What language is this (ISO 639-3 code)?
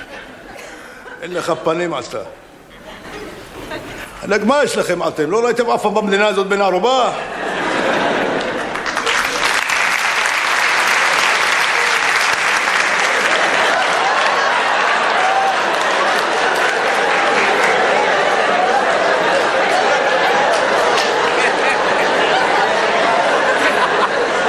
heb